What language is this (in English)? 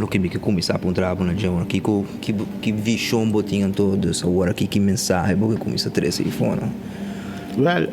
Papiamento